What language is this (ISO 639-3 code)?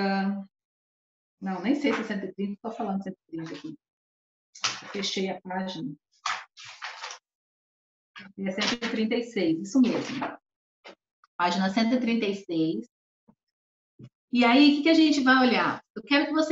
por